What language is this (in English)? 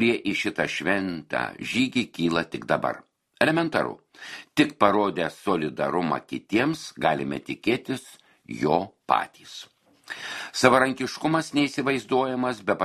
Lithuanian